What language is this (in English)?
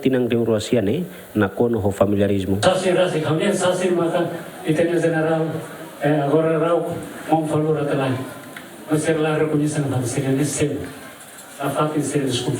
Tetum